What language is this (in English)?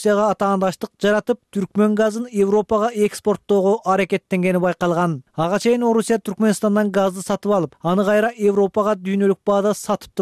Kyrgyz